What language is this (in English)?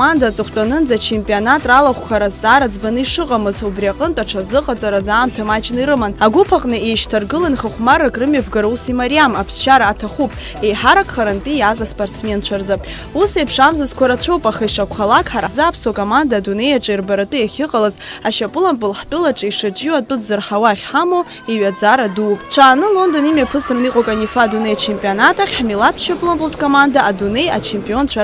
Abkhazian